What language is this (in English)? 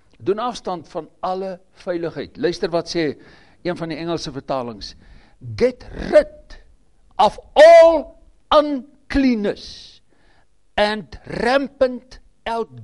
Afrikaans